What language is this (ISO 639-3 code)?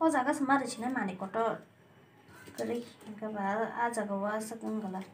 trp